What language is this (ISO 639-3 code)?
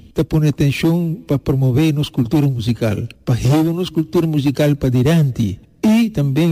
pap